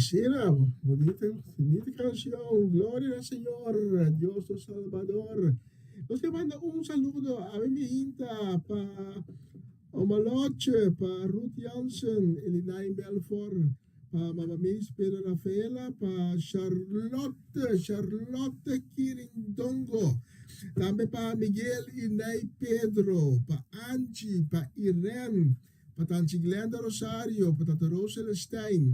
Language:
Papiamento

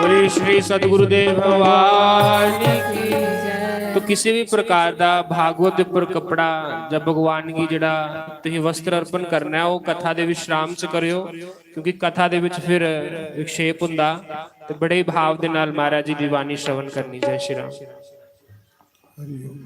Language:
Dogri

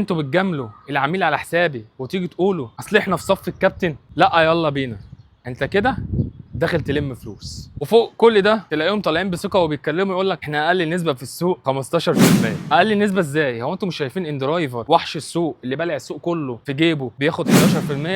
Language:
Egyptian Arabic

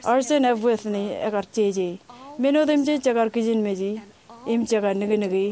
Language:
Marshallese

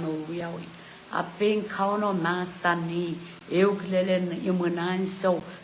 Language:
Pohnpeian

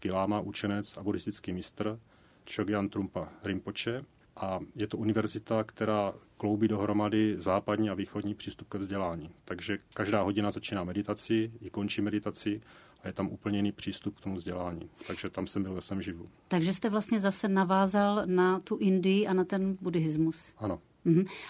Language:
Czech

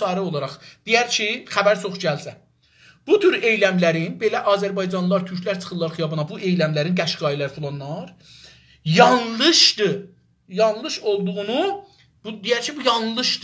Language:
South Azerbaijani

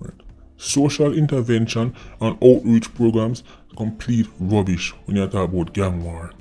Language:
Jamaican Creole English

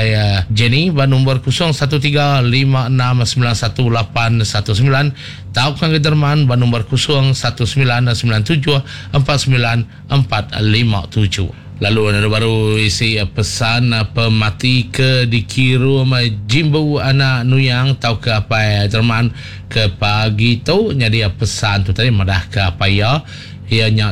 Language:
Iban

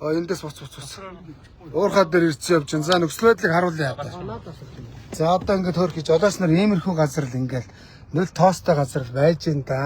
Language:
Mongolian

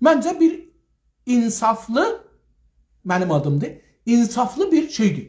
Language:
South Azerbaijani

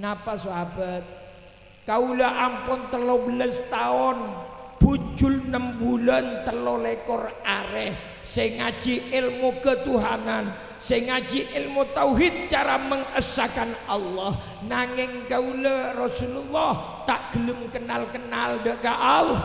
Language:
Madurese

